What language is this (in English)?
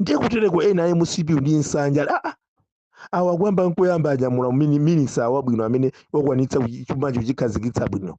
Nyanja